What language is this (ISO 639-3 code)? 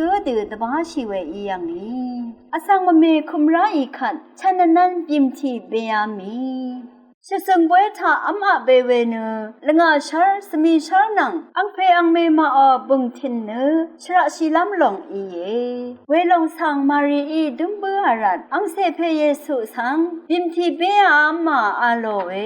raw